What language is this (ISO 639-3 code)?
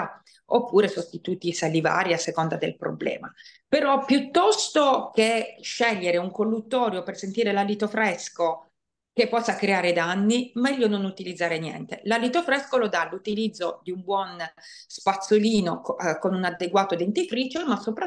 ita